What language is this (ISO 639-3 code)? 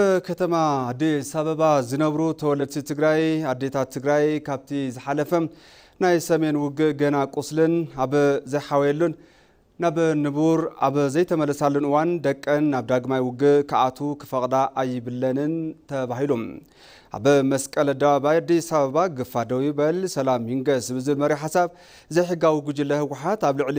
tir